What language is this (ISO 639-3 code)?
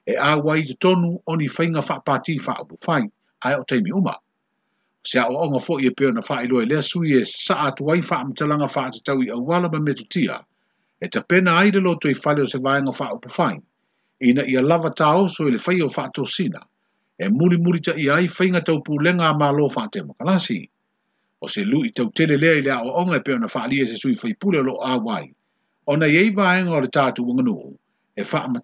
smo